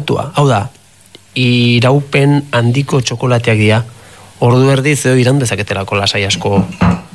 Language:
Basque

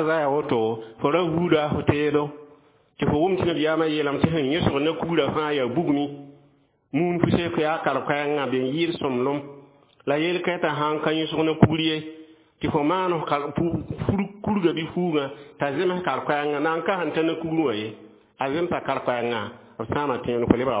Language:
Mossi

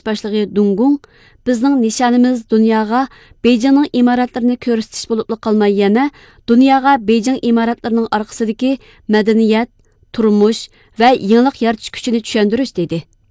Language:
Uyghur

